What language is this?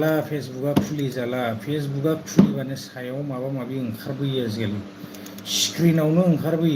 Bodo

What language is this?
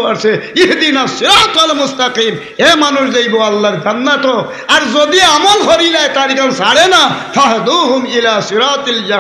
Sylheti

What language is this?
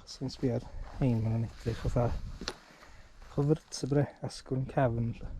Welsh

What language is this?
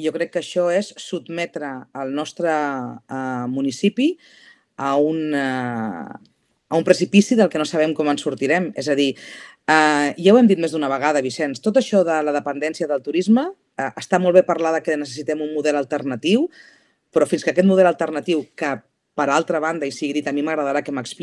Catalan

